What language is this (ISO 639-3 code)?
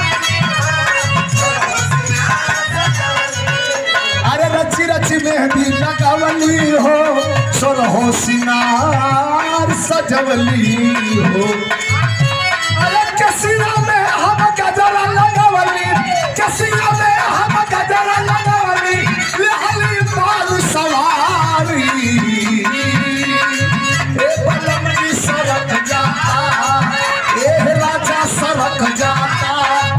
bho